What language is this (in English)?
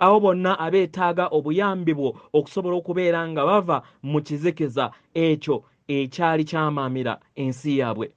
Ganda